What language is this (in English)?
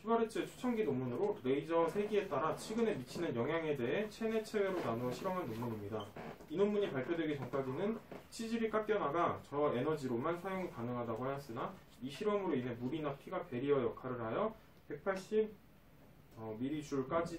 Korean